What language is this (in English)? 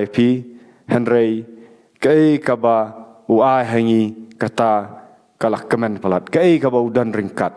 Khasi